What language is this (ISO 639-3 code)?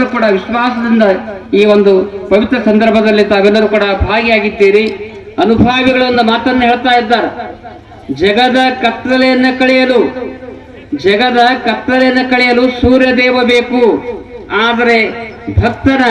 kan